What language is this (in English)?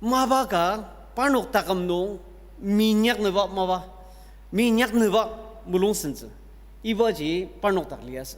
Ao Naga